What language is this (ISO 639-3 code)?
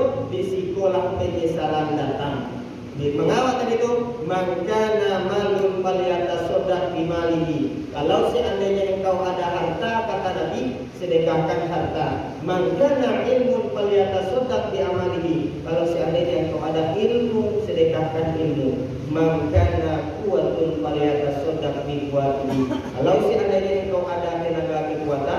min